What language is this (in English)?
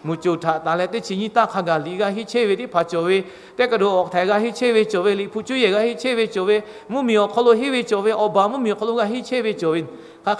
Lahu